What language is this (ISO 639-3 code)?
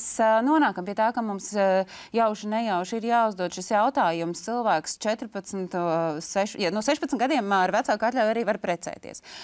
lav